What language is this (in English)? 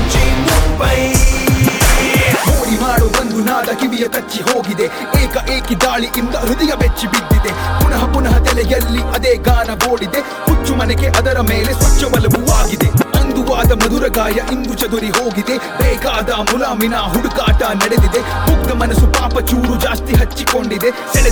Kannada